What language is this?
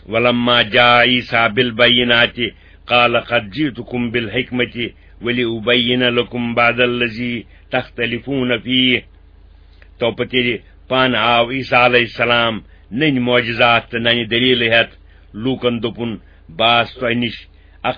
Kashmiri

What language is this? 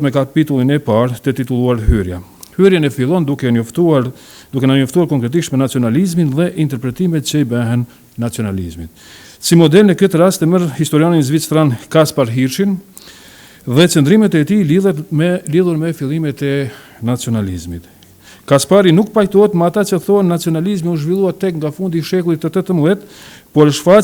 Albanian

